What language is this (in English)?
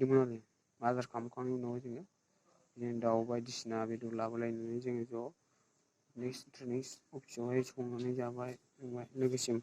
Bodo